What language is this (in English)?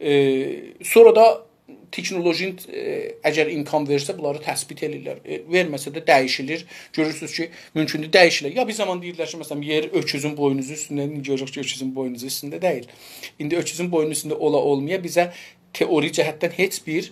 South Azerbaijani